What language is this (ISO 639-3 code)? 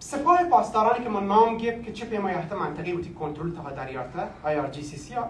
bal